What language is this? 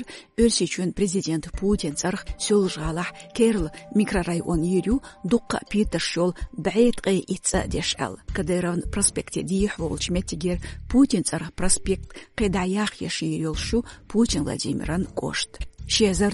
Chechen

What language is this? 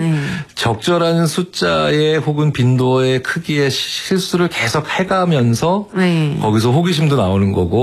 Korean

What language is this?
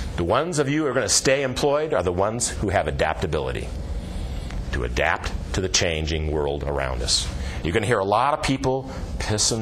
English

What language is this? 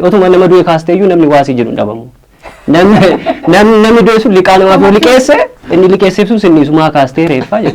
Oromo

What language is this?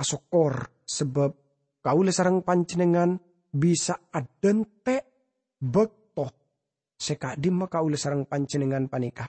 Madurese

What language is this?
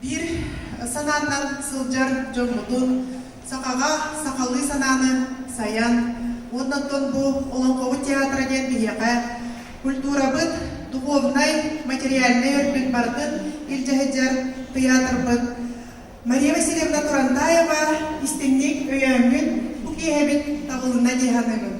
Yakut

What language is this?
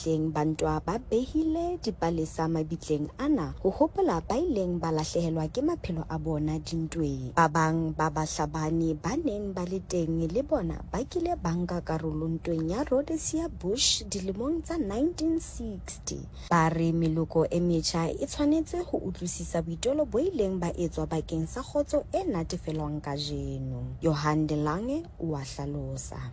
Southern Sotho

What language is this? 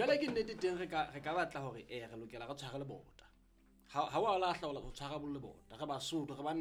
Southern Sotho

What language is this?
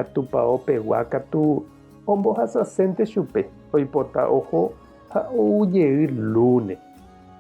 Guarani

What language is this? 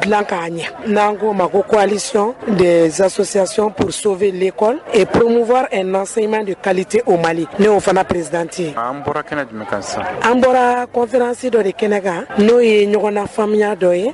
Bambara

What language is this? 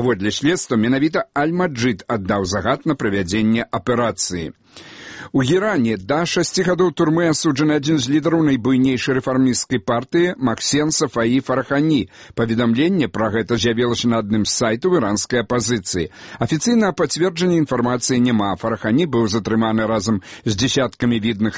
Belarusian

